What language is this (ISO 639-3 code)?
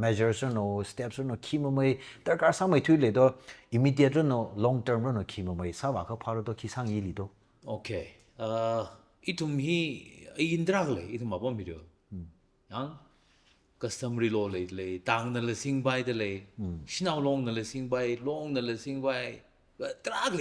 nmf